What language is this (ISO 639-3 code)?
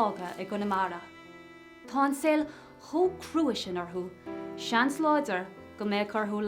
gle